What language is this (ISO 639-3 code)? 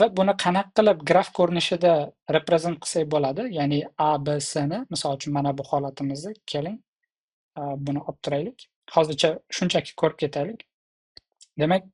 uzb